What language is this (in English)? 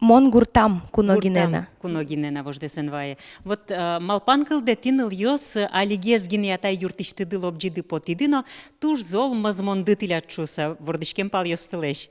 Udmurt